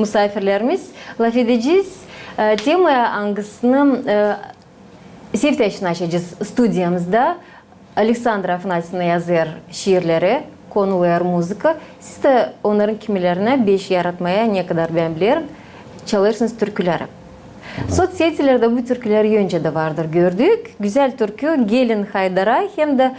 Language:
Gagauz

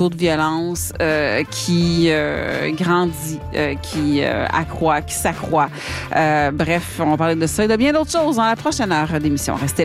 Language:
French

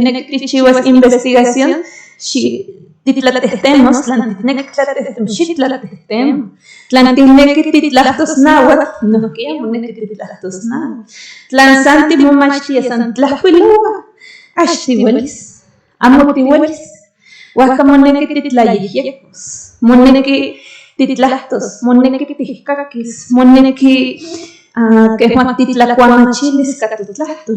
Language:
Central Nahuatl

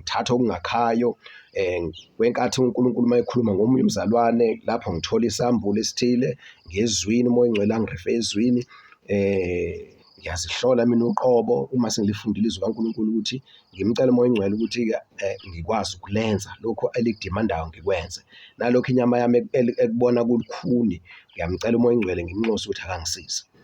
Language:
Zulu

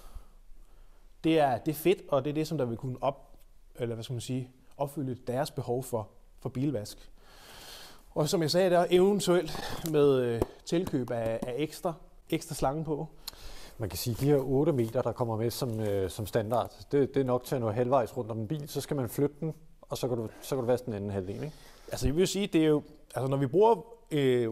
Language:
Danish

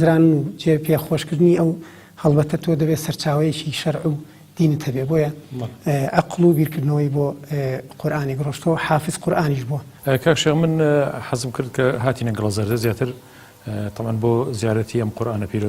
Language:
Central Kurdish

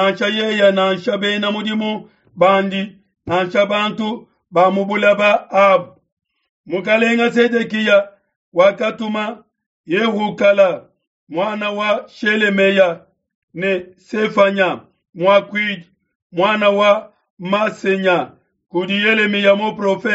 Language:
Luba-Lulua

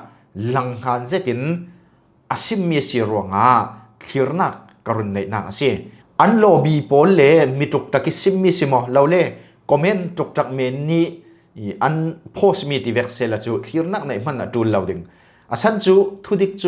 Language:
Falam Chin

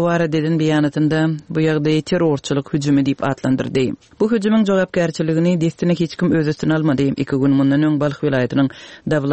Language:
Turkmen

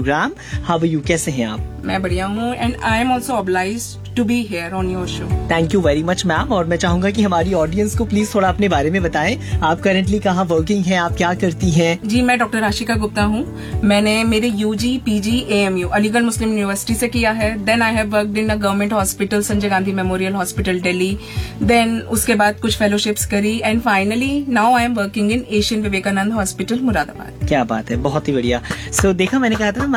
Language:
Hindi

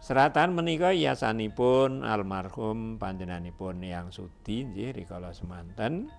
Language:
Javanese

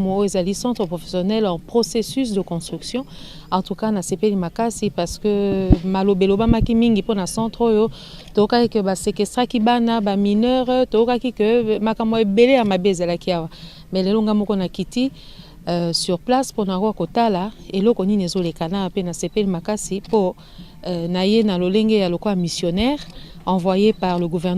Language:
Lingala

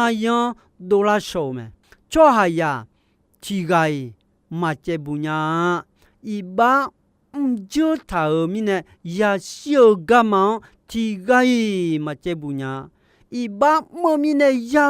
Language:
Akha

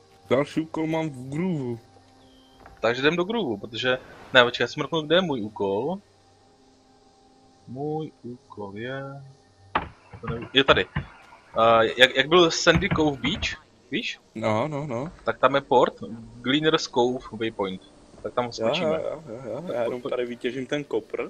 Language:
Czech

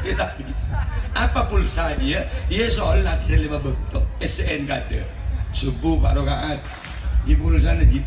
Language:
Madurese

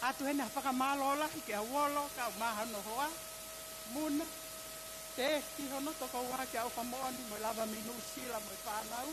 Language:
Tongan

